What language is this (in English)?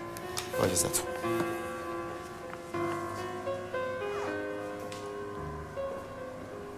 Persian